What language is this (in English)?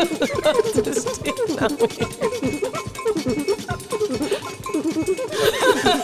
Dutch